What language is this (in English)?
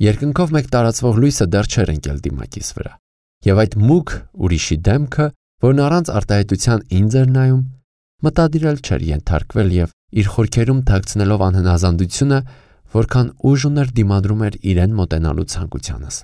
Armenian